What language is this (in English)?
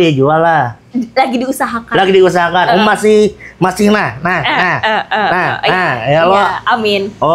Banjar